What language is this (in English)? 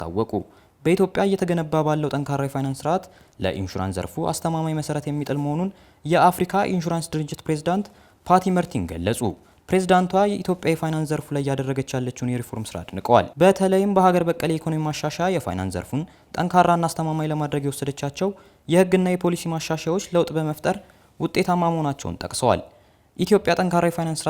Amharic